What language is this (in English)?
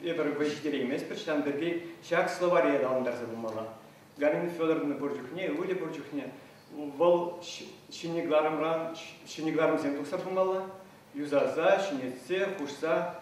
Chuvash